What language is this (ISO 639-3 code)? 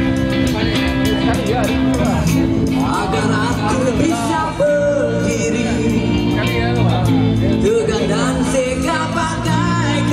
msa